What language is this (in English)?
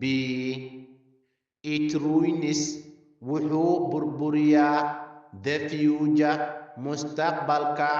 Somali